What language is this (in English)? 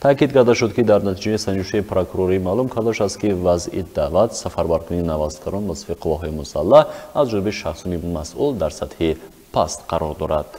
Tajik